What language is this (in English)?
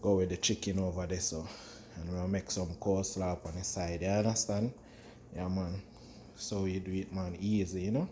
Jamaican Creole English